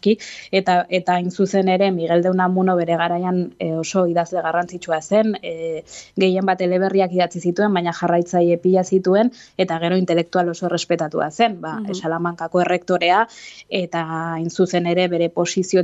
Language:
Basque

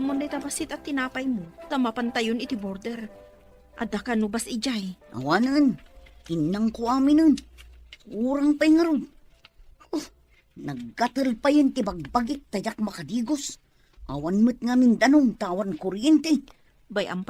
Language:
Iloko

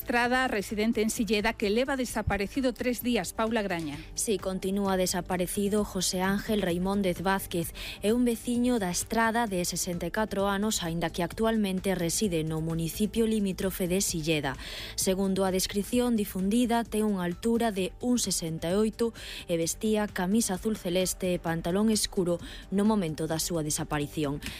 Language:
Galician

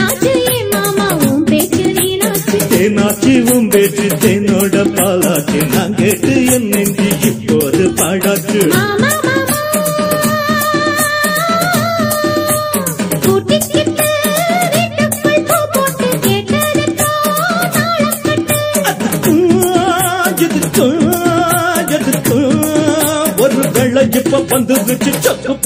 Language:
Tamil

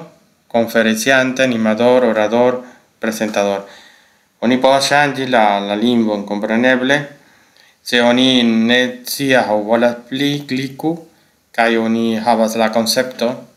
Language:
Esperanto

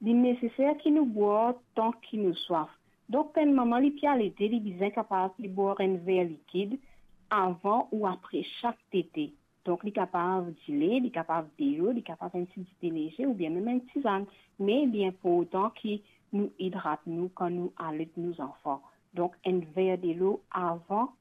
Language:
Morisyen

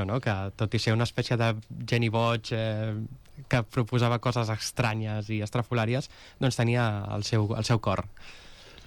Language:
Catalan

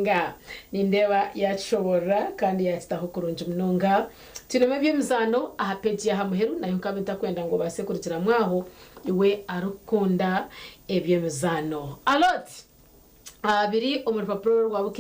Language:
Nyankole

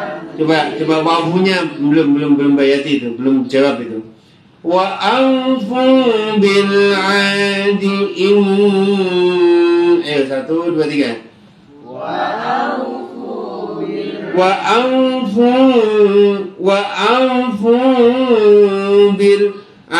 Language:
Indonesian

